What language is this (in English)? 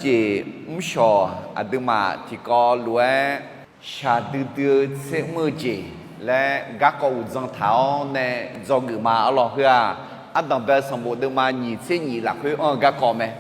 Akha